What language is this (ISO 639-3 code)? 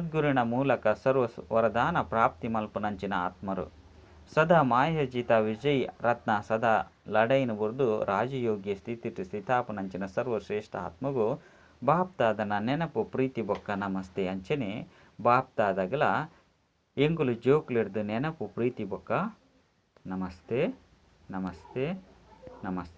tcy